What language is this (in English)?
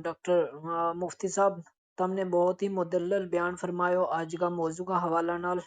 Gujari